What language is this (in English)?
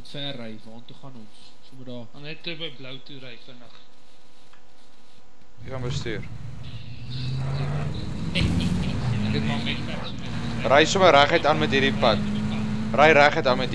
Afrikaans